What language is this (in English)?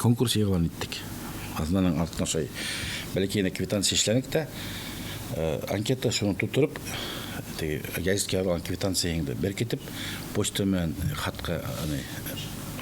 Bashkir